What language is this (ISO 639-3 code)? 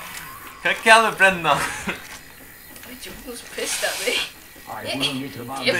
fao